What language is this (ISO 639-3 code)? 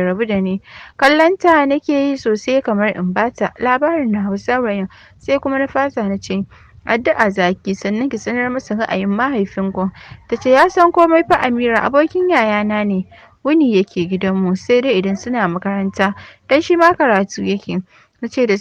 hau